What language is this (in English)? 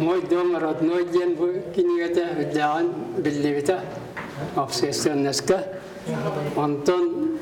Yakut